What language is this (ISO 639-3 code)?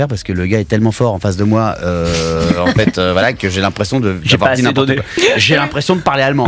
fra